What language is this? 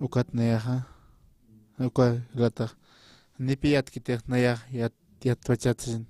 Aymara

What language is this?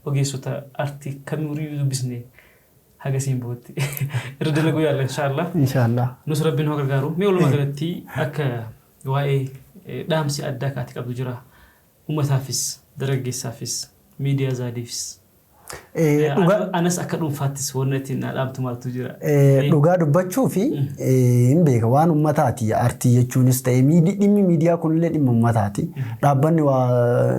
Oromo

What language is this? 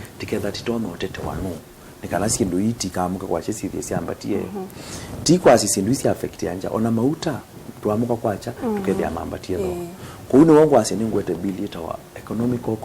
Kamba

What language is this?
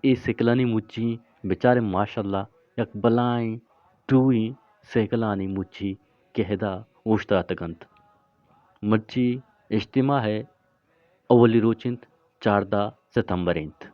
Eastern Balochi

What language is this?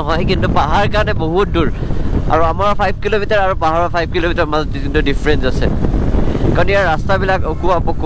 Assamese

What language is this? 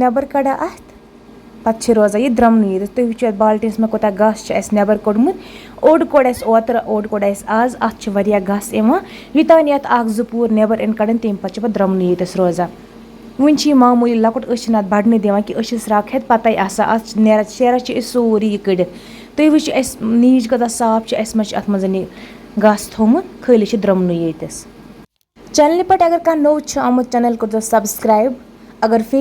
Kashmiri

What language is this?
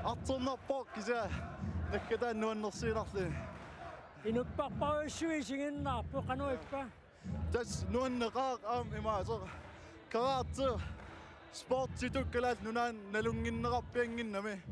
Kalaallisut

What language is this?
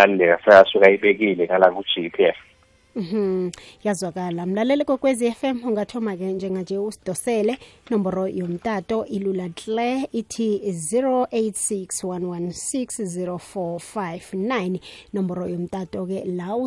South Ndebele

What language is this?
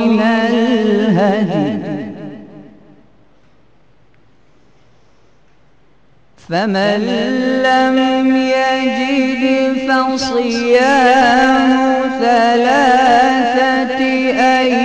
Arabic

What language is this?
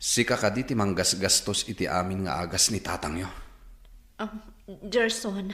Iloko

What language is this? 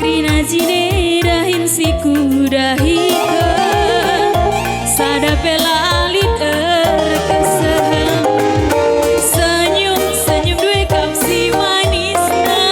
Batak Karo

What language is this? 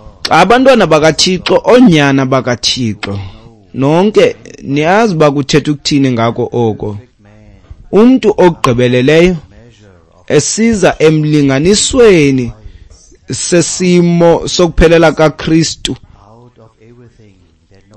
Xhosa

